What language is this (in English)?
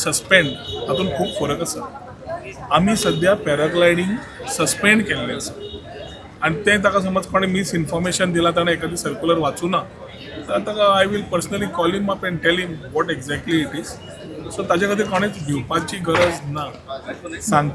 Konkani